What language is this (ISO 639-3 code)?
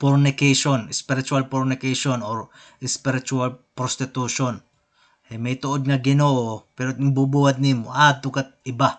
war